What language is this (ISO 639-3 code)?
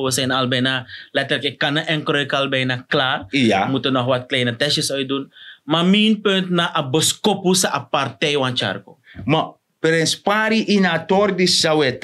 srn